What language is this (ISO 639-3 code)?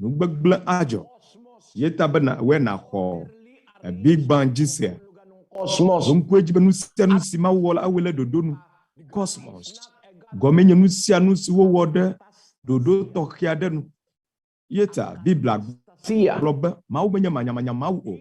ewe